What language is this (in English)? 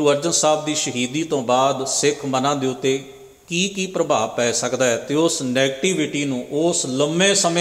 Punjabi